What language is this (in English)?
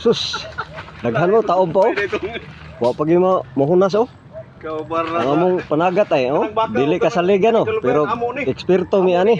Cebuano